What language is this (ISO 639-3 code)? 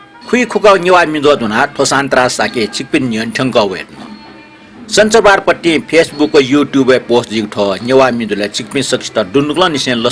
new